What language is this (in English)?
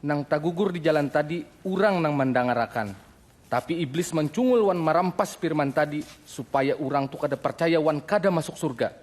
Banjar